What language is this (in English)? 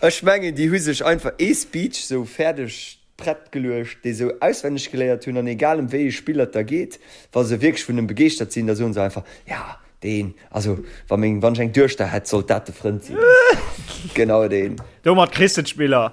Luxembourgish